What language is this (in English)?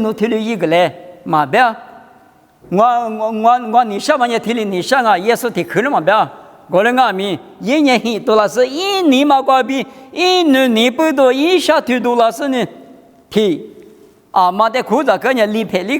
Lisu